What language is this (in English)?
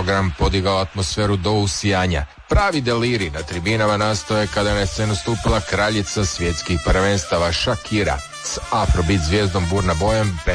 Croatian